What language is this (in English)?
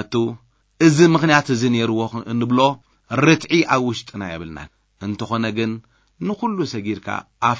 Tigrinya